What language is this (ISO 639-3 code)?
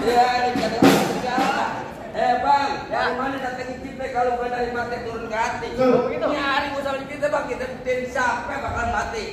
bew